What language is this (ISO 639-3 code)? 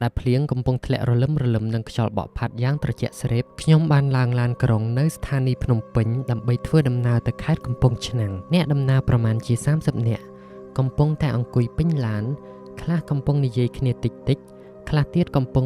khm